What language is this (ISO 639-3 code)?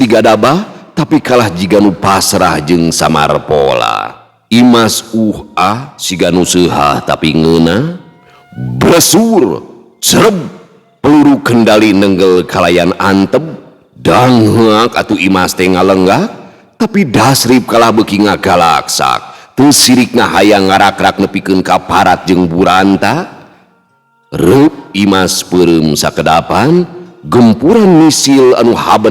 sun